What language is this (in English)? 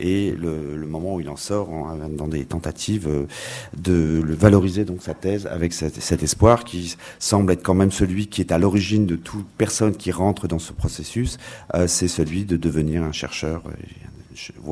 French